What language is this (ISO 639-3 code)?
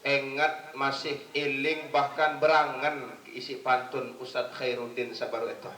sas